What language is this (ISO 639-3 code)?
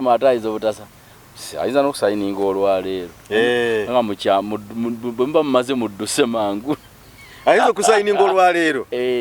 lug